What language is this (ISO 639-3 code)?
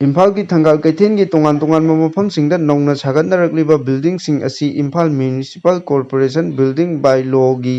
mni